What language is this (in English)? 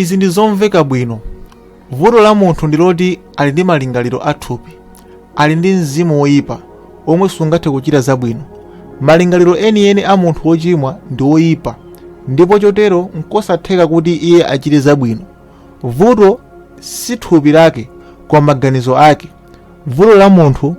Nyanja